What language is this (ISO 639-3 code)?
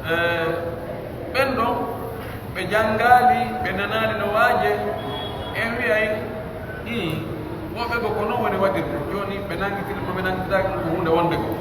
fuf